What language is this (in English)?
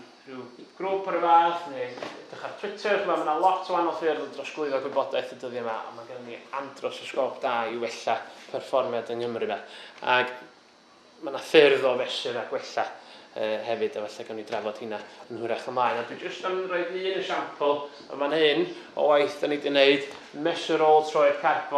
Welsh